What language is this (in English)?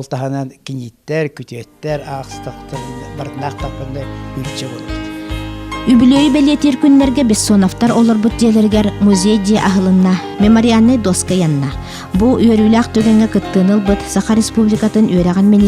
Yakut